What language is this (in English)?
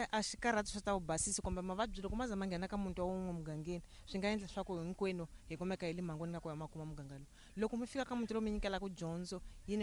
Tsonga